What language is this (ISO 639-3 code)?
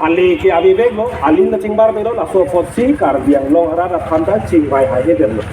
mjw